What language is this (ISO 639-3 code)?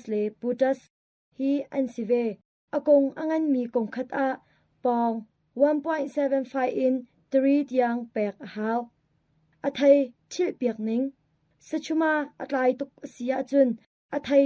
cnh